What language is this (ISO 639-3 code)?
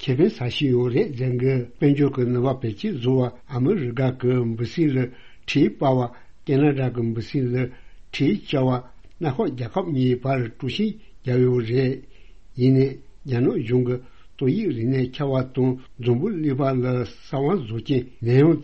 bod